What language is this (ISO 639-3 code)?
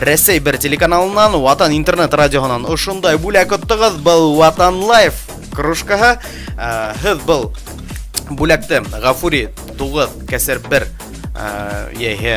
bak